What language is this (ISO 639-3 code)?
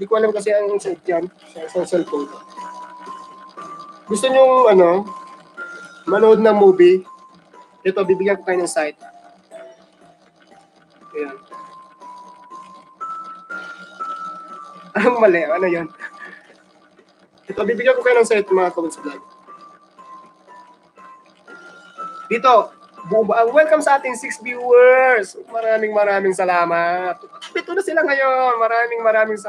fil